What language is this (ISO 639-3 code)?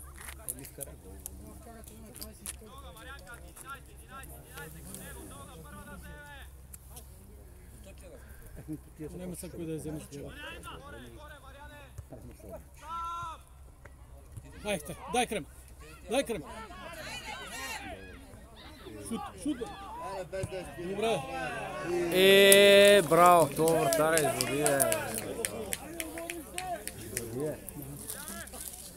bul